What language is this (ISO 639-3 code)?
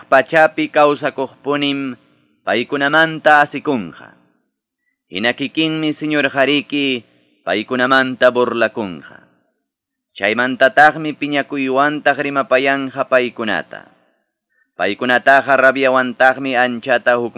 que